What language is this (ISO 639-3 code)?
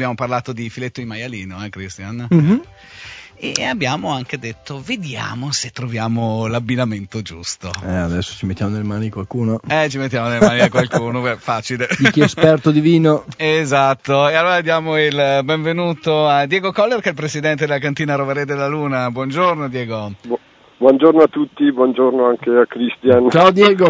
ita